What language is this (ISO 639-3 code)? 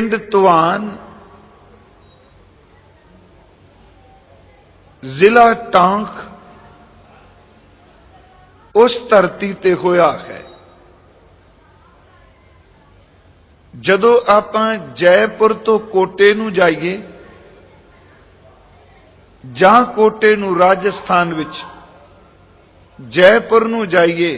pan